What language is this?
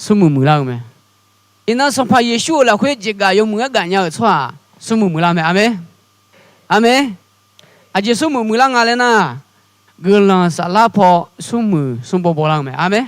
Akha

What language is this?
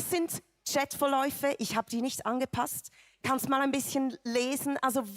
Swiss German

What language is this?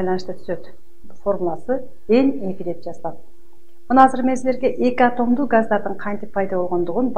Kyrgyz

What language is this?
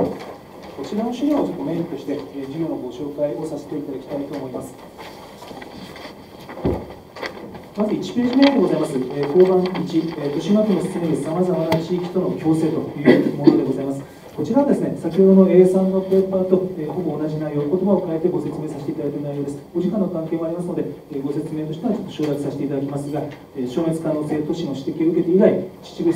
Japanese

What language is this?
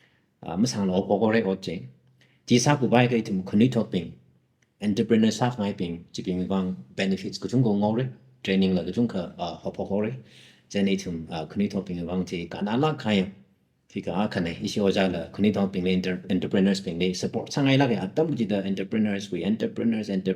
Tangkhul Naga (India)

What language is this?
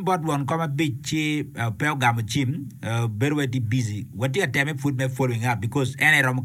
Acoli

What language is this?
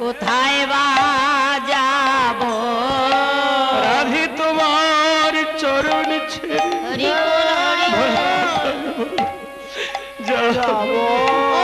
Bangla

